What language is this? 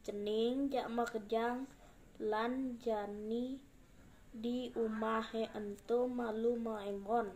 Balinese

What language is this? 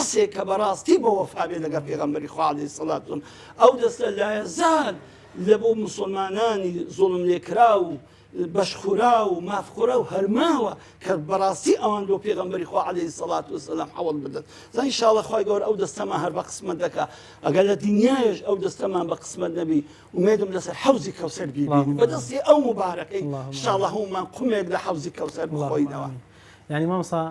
Central Kurdish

